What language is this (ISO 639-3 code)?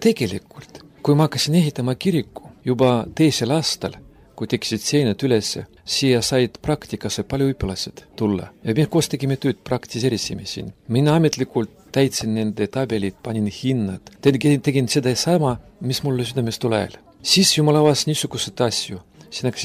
est